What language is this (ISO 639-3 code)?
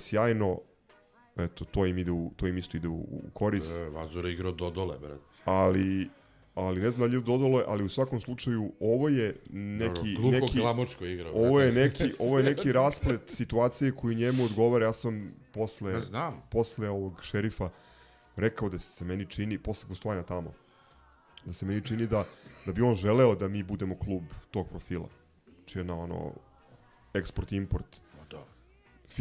srp